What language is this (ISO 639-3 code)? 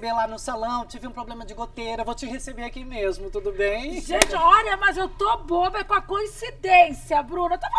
por